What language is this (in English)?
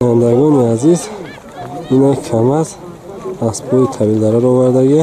Tajik